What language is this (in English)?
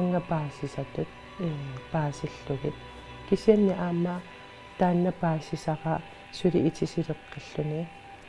Kalaallisut